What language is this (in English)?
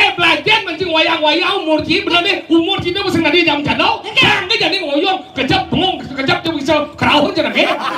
Balinese